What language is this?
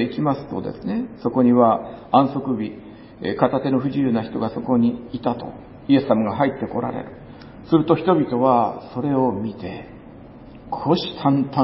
Japanese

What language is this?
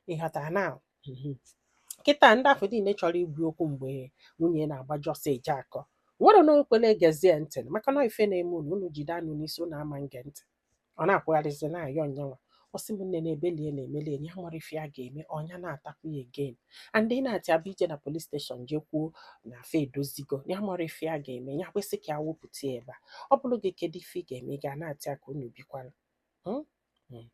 Igbo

